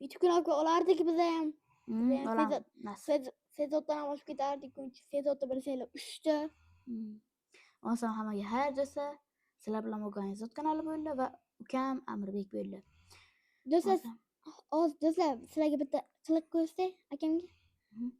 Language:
Uzbek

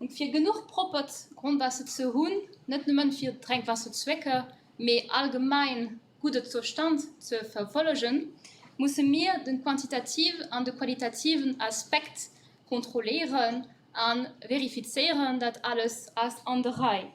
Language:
Luxembourgish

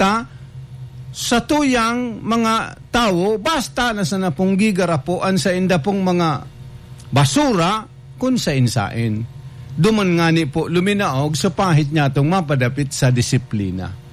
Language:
Bikol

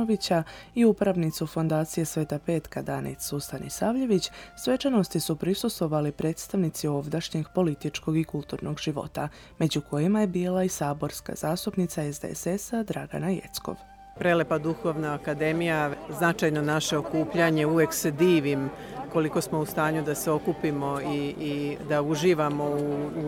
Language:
Serbian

